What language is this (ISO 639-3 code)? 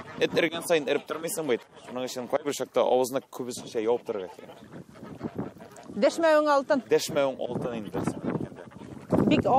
tat